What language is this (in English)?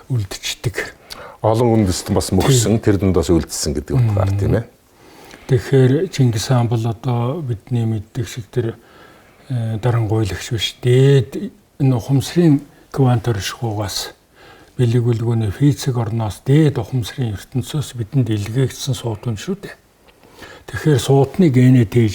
Mongolian